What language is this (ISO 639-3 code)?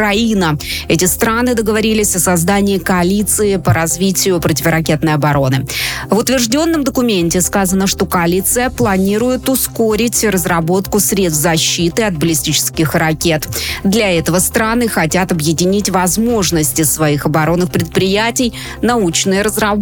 rus